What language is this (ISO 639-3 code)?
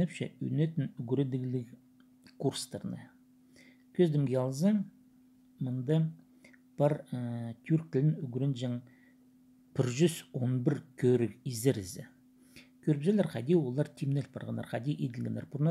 kjh